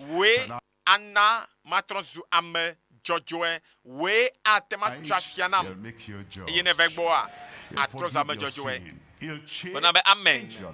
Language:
Ewe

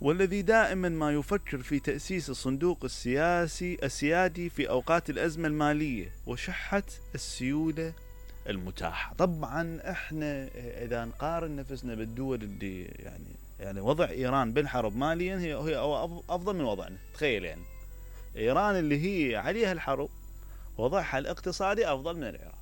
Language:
Mesopotamian Arabic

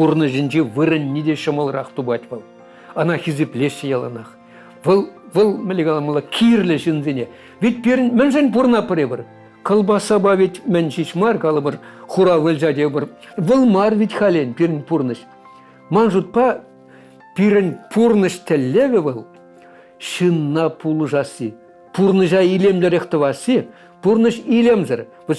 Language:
Chuvash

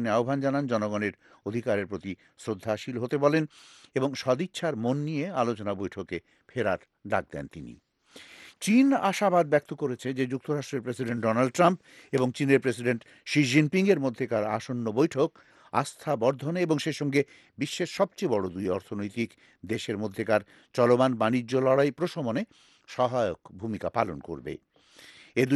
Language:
Bangla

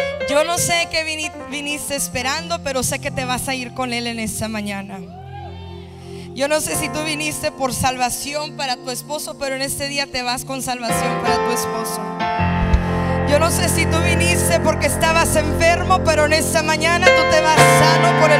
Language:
Spanish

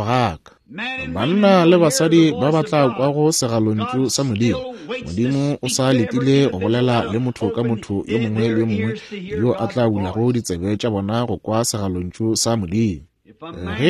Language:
Northern Sotho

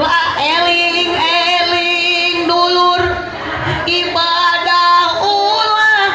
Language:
Sundanese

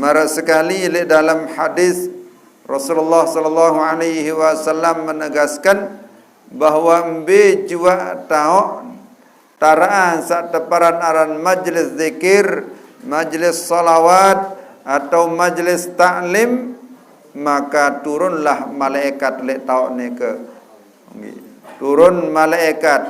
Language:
Sasak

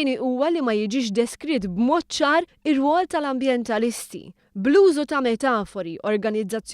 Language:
Maltese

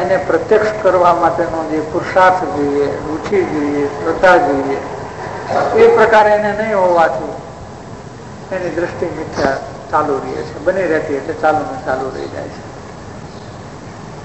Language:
Gujarati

